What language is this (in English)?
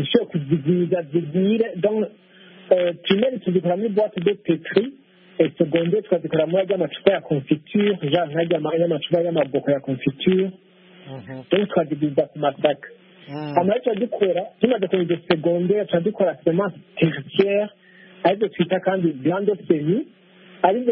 Kinyarwanda